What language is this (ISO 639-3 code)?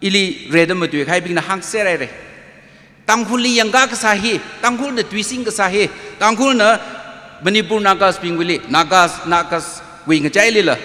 nmf